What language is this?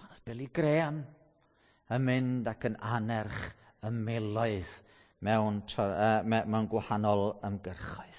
Welsh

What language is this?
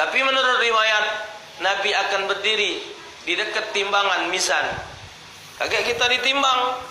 Musi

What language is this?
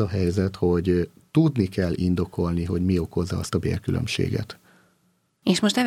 Hungarian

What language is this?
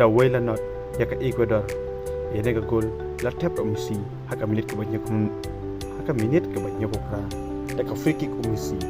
Khasi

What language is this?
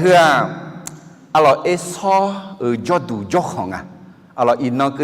Akha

